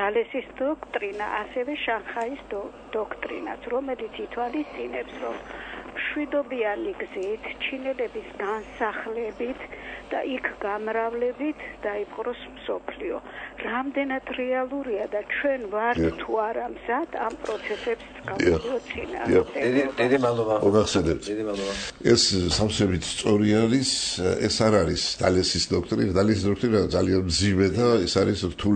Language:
Georgian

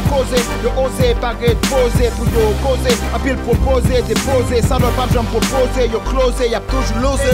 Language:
Haitian Creole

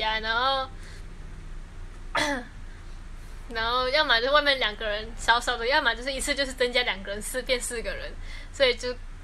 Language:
Chinese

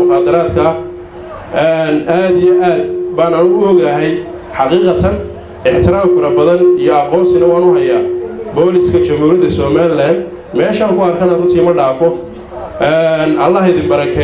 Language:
Somali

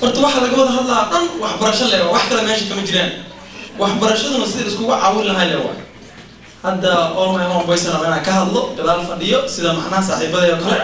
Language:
Somali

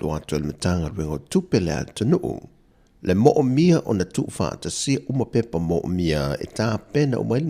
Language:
Samoan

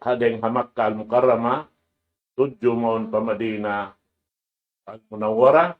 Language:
Tausug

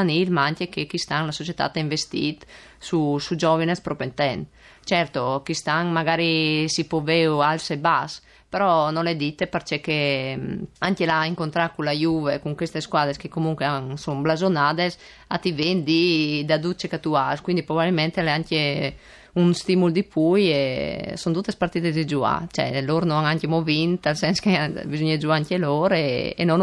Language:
Friulian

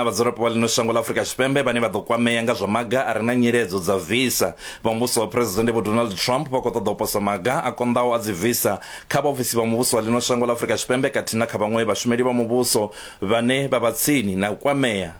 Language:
Venda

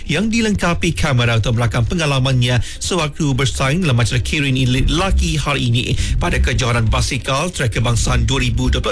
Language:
Malay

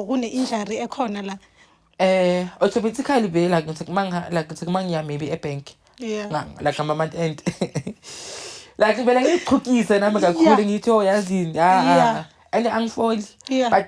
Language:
Zulu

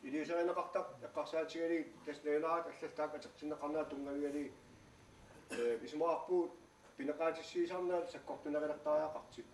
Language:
Kalaallisut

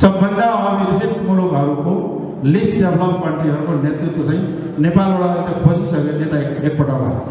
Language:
Nepali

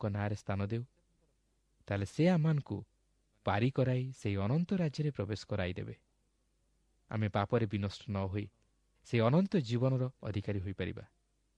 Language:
Odia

